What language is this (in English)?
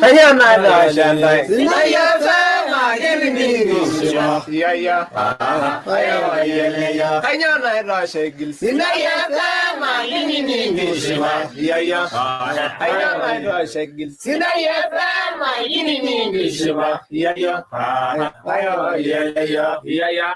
Masai